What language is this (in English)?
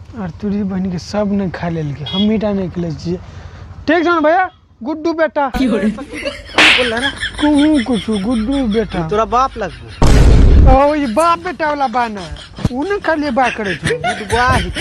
Maithili